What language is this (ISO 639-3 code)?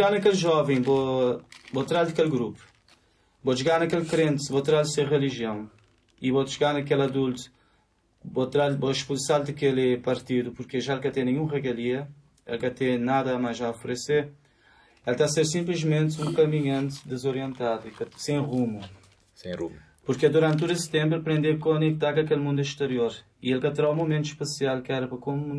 kea